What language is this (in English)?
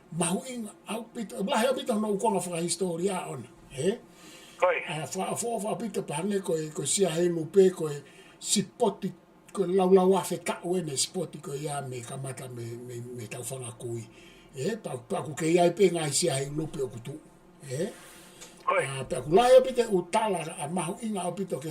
Tongan